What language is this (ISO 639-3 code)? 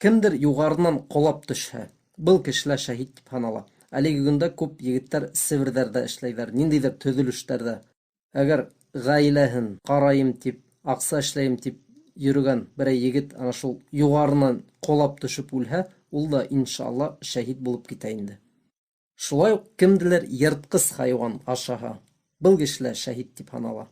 bak